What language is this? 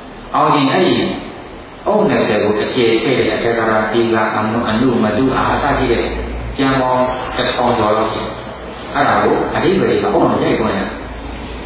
Burmese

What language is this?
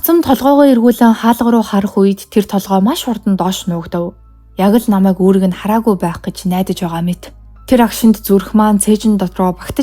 Mongolian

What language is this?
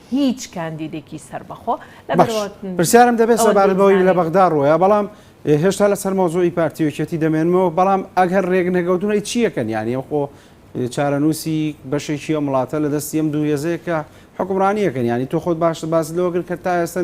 Central Kurdish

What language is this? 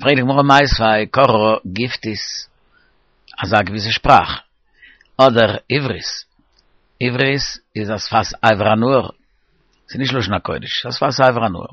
Yiddish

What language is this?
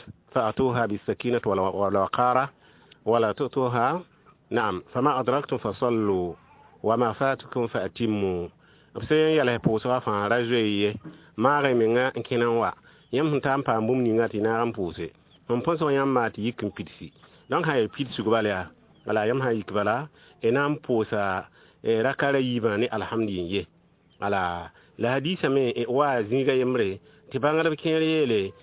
Mossi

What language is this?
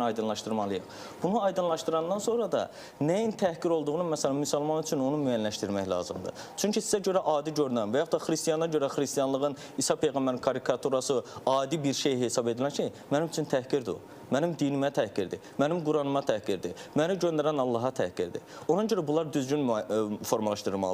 Azerbaijani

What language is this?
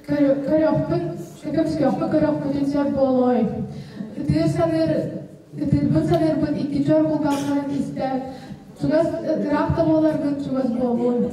Yakut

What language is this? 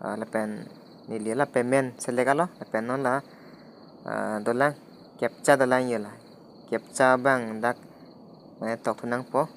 Karbi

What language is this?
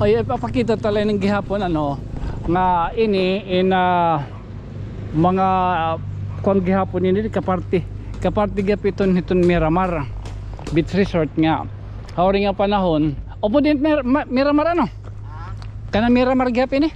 Waray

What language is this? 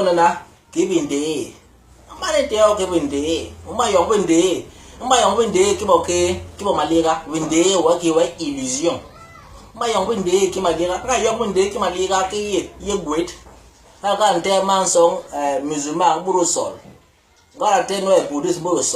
Basaa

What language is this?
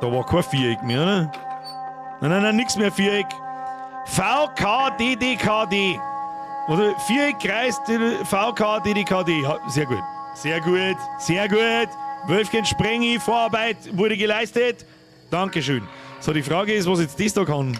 Bavarian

